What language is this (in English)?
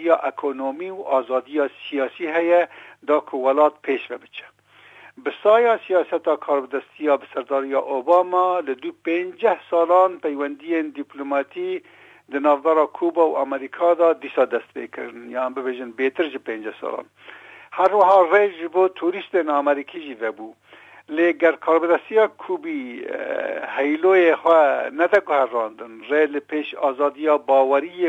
Kurdish